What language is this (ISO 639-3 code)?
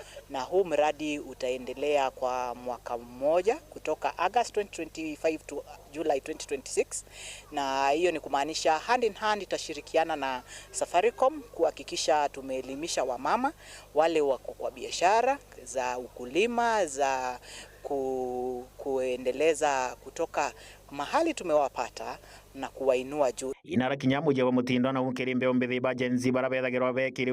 mer